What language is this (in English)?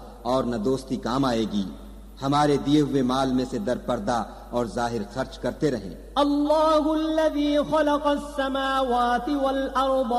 Urdu